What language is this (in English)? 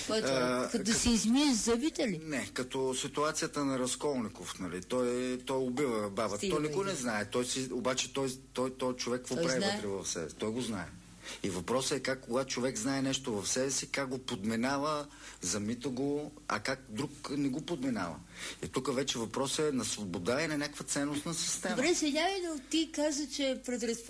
Bulgarian